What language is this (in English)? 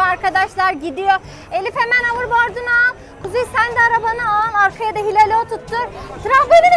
Turkish